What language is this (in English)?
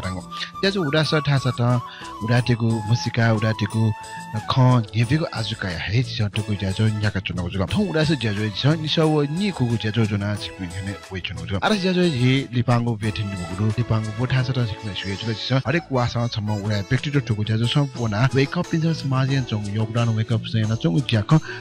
Newari